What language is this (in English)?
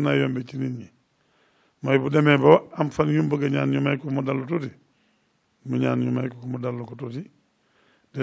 Wolof